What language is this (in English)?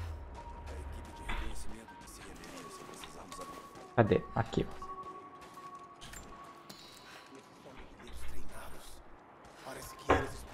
Portuguese